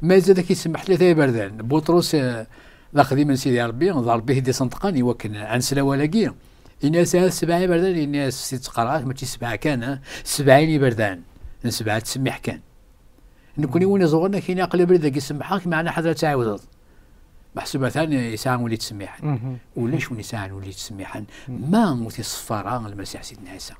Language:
Kabyle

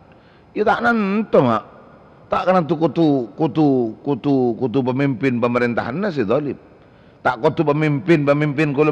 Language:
Madurese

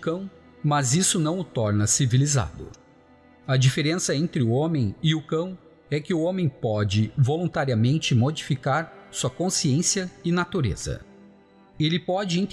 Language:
Portuguese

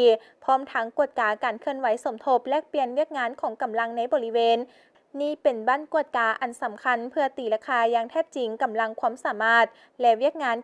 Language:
Lao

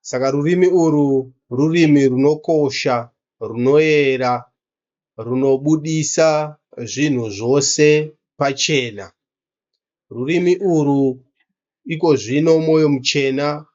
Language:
Shona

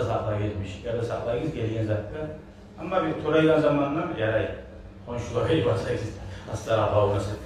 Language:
Kumyk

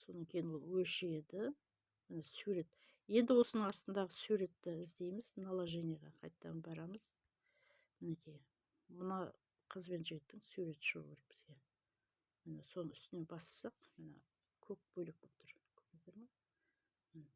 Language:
Kazakh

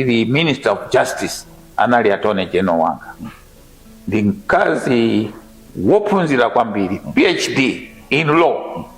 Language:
Nyanja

